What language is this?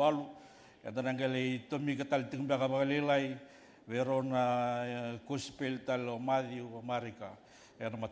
Fijian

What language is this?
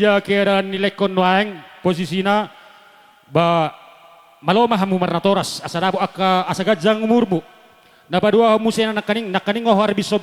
Batak Toba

